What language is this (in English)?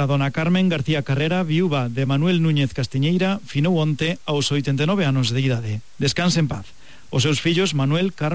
Galician